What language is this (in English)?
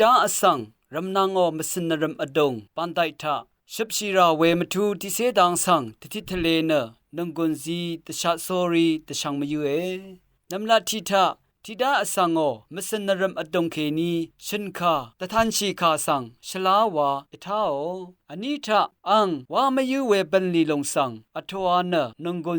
Rawang